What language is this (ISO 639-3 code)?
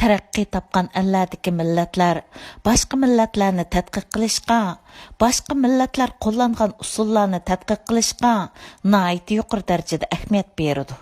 uig